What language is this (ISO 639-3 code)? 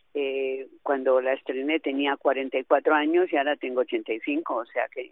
spa